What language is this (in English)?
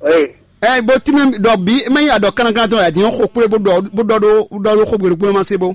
Fon